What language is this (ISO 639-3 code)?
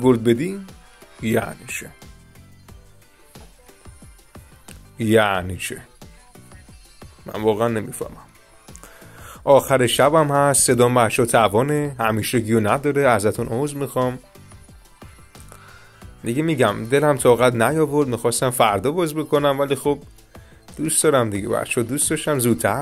fas